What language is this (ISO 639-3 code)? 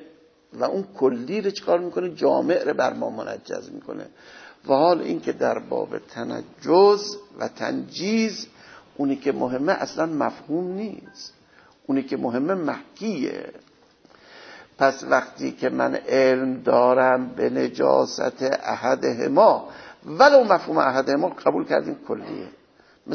fas